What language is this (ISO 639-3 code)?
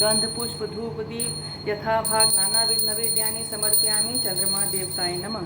mai